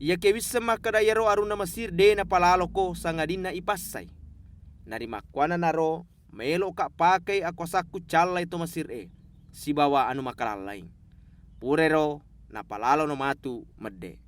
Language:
Buginese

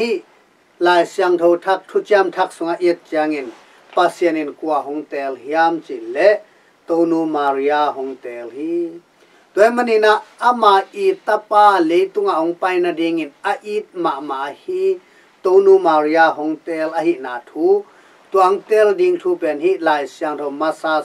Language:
Tedim Chin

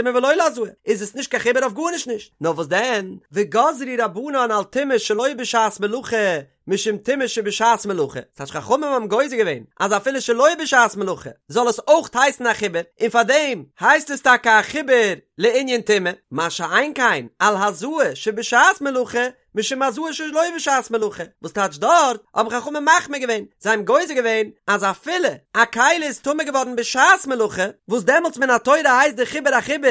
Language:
Yiddish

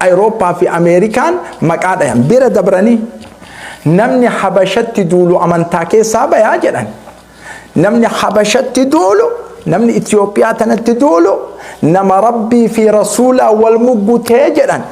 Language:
Oromo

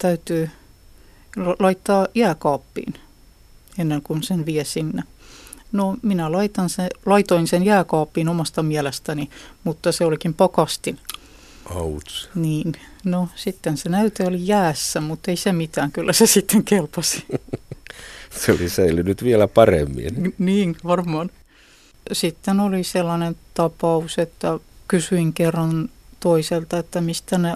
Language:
Finnish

